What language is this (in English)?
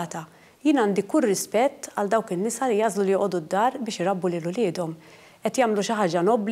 Maltese